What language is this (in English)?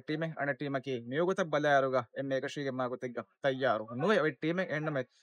Divehi